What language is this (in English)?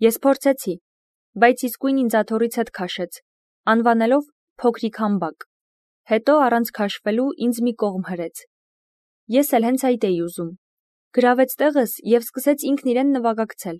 Armenian